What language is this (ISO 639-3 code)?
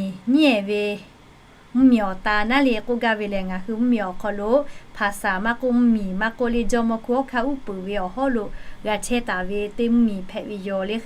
lhu